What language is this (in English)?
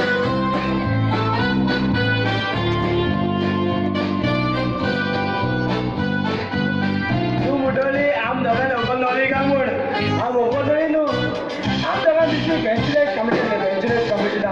Konkani